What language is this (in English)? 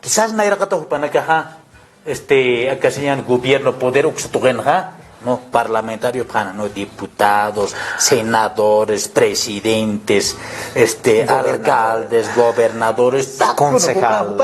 Aymara